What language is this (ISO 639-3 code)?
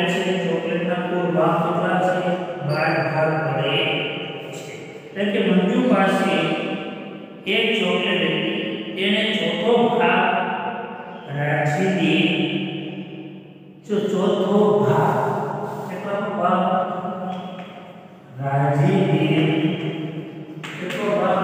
guj